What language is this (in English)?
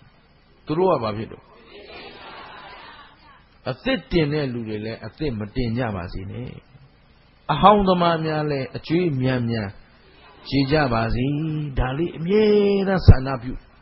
Burmese